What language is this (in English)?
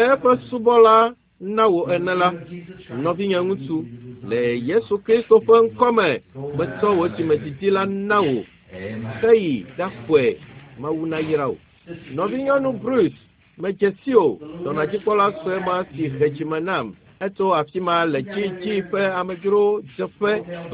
Ewe